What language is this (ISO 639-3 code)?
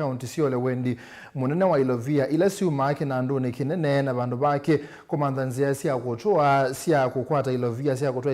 kam